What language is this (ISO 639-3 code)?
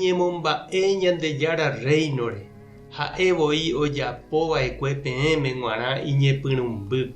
grn